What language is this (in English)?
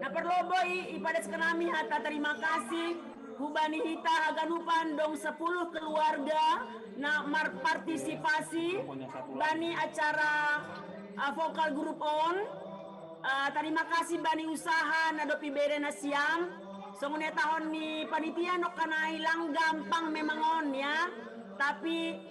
Batak Simalungun